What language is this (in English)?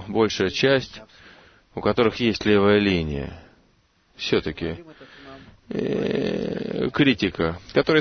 Russian